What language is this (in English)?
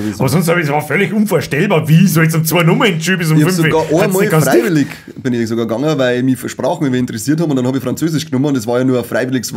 Bavarian